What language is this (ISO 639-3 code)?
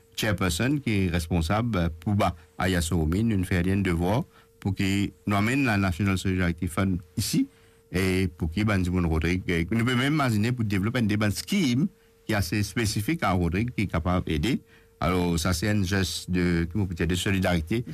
mfe